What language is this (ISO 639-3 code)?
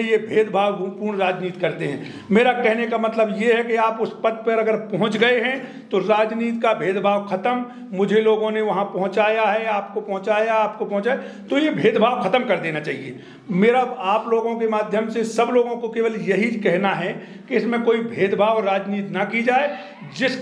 hin